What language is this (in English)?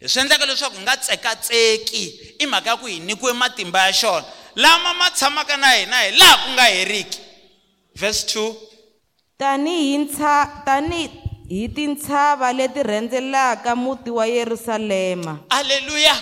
Tsonga